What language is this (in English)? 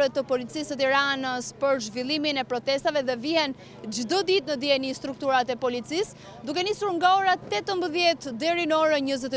Albanian